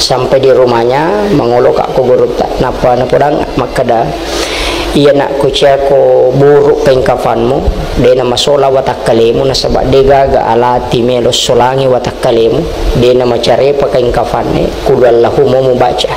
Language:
Buginese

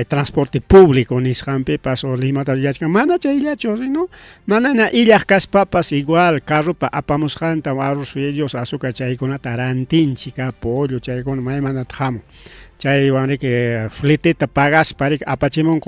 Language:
Ayacucho Quechua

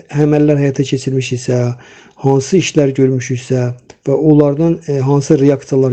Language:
Azerbaijani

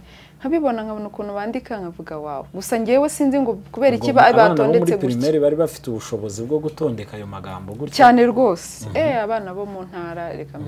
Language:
Kinyarwanda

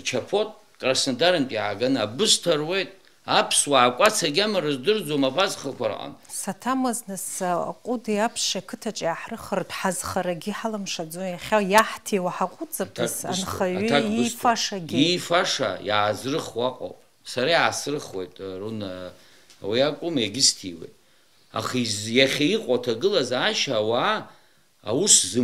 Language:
Abkhazian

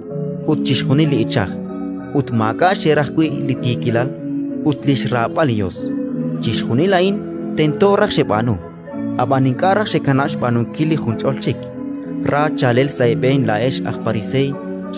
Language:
Kekchí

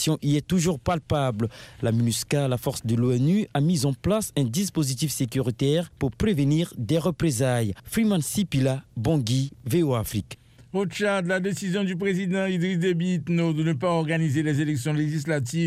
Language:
French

